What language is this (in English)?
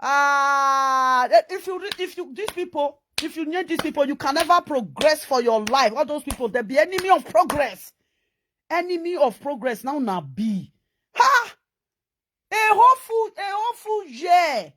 Nigerian Pidgin